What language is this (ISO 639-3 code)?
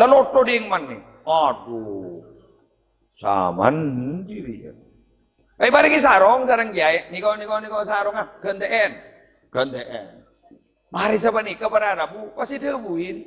mad